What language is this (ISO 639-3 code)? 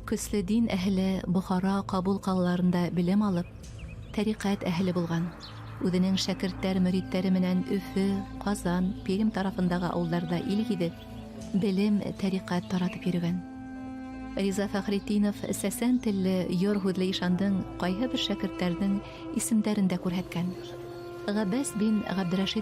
bak